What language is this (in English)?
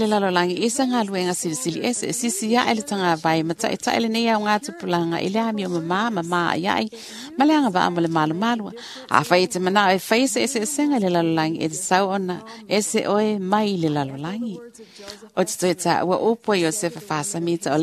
Samoan